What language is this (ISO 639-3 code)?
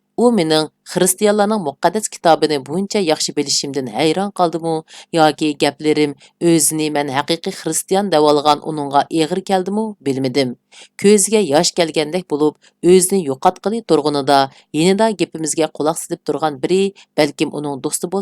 uig